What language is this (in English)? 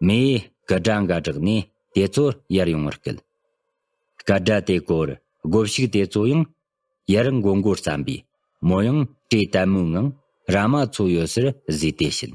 Tibetan